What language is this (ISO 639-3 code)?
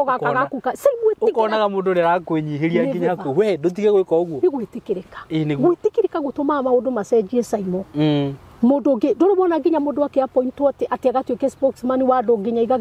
kik